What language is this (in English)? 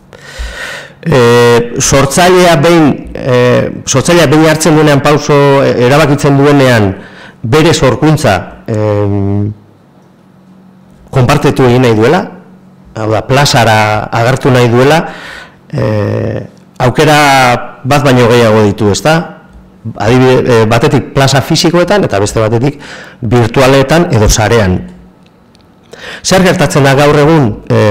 Basque